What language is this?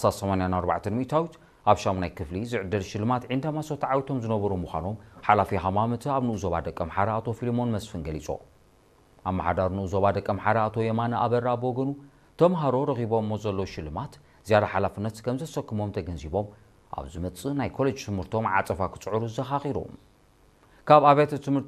Tigrinya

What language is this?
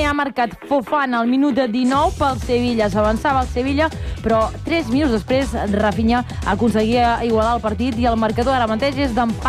Catalan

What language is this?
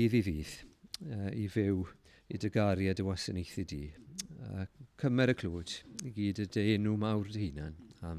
Welsh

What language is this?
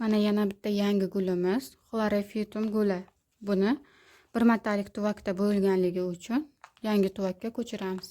Uzbek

